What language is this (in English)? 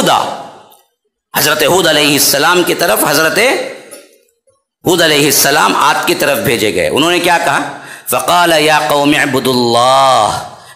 Urdu